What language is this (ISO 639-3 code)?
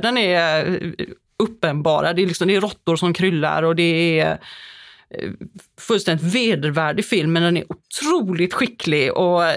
swe